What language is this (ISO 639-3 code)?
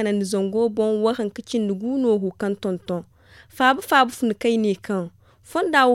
dje